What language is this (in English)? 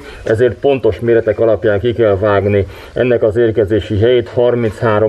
Hungarian